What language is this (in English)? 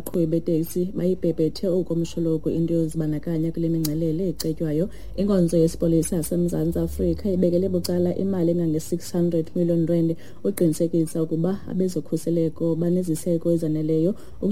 Xhosa